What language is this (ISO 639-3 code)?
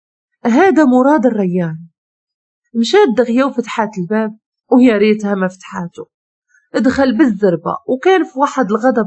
ary